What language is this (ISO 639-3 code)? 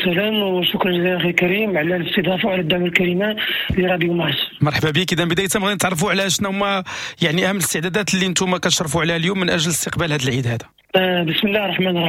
ary